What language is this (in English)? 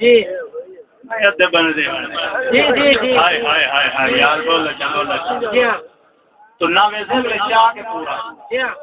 Saraiki